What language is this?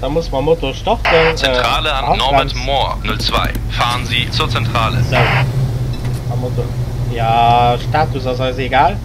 Luxembourgish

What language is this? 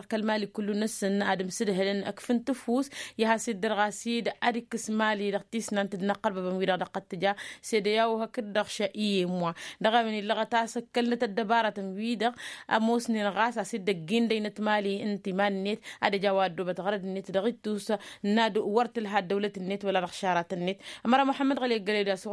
Tamasheq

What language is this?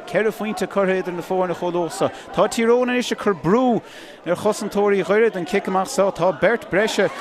Irish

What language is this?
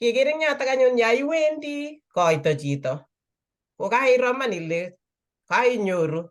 Kalenjin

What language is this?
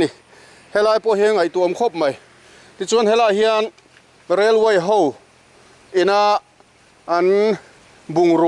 Mizo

